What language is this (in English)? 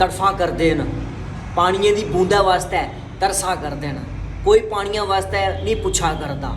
Dogri